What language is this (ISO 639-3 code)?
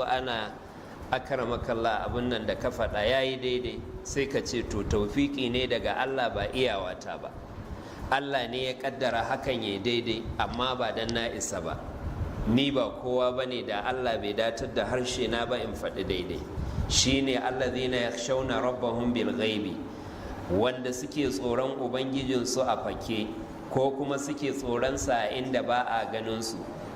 hau